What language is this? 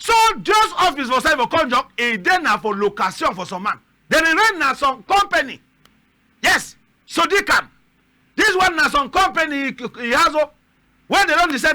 Cameroon Pidgin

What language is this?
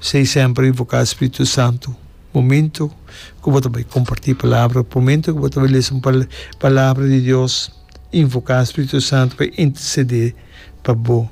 Papiamento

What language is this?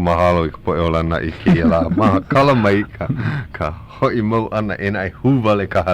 Hawaiian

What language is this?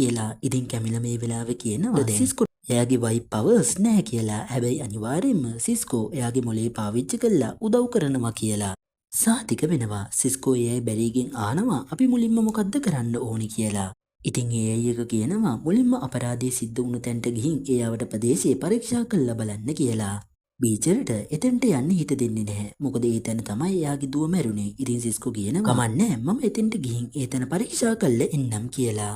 Sinhala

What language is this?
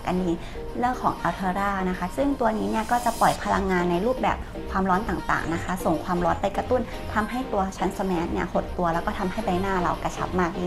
Thai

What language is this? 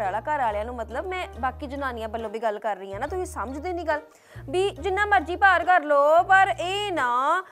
Punjabi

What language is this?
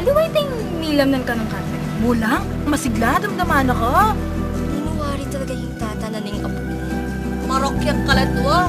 Pampanga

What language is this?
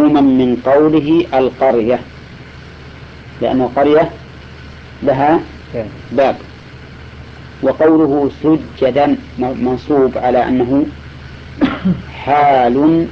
Arabic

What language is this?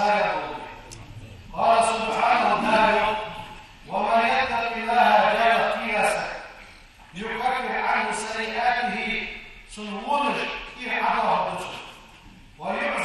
Ingush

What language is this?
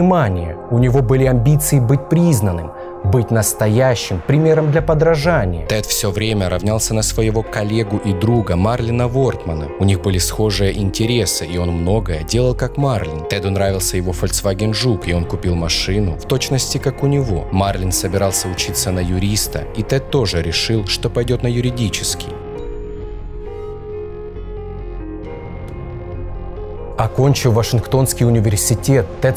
Russian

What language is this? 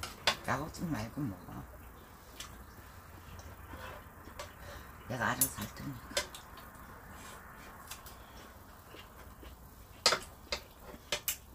Korean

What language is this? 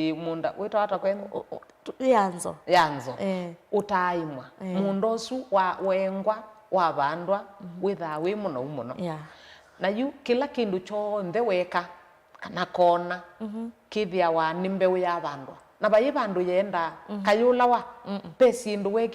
Kamba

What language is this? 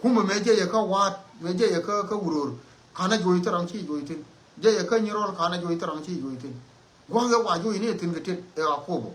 Nuer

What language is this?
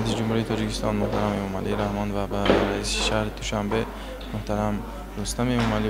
Tajik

